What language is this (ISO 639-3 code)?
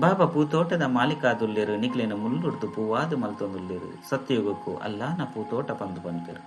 tcy